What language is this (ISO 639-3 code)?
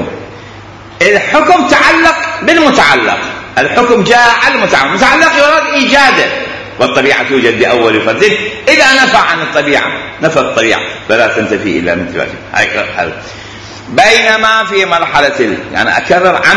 acm